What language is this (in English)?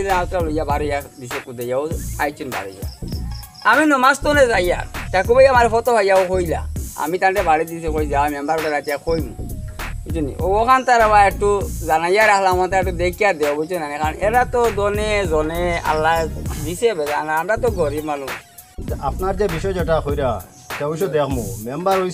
Sylheti